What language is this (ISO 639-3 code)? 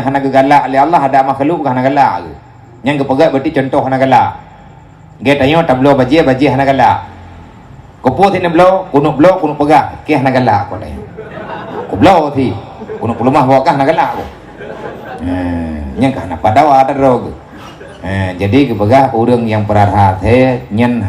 ace